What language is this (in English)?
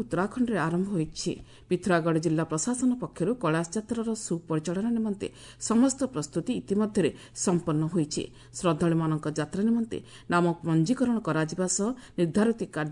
Odia